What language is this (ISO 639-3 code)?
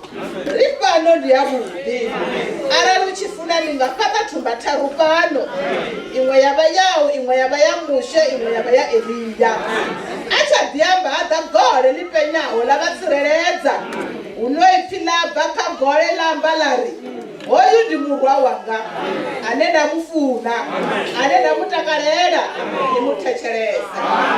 ven